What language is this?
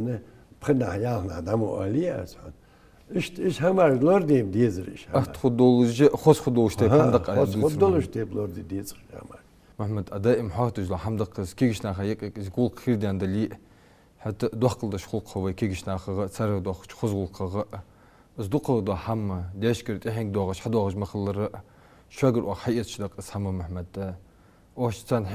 Ingush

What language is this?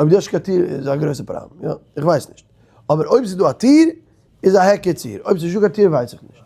Yiddish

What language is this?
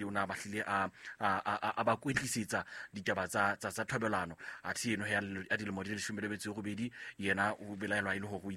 Southern Sotho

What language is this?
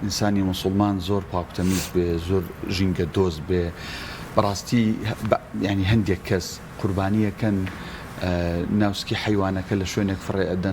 Central Kurdish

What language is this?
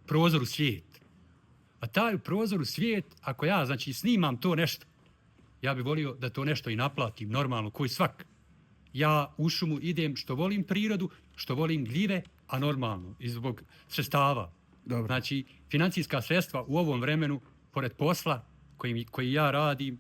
Bosnian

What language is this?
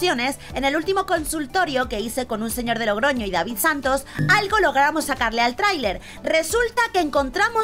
Spanish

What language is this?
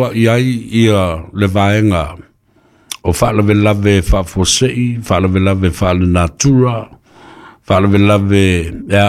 Samoan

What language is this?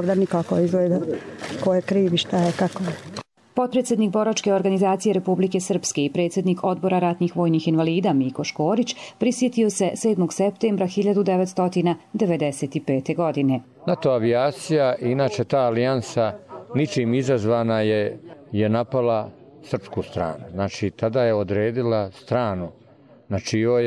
Croatian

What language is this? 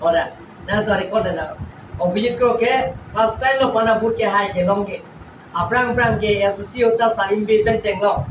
Karbi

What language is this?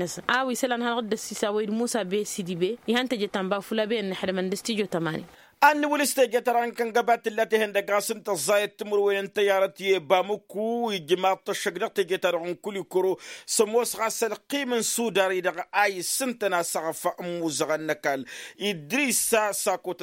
Tamasheq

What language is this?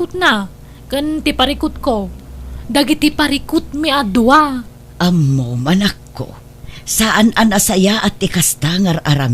Iloko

